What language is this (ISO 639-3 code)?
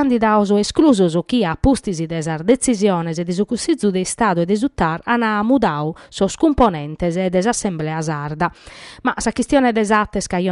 srd